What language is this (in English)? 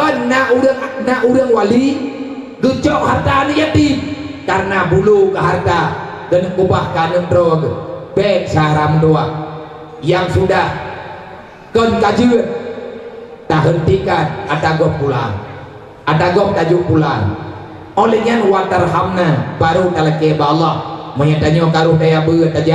Achinese